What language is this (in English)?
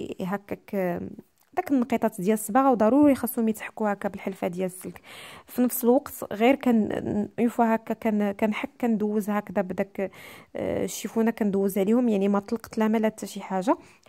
Moroccan Arabic